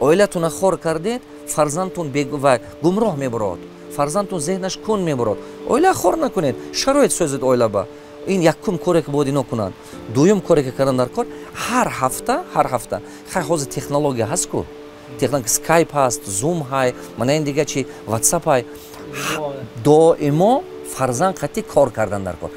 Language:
Tajik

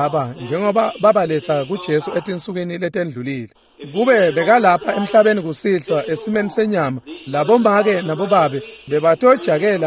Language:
Swati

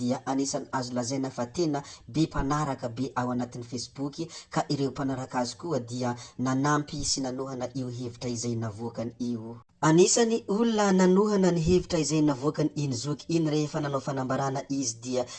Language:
Malagasy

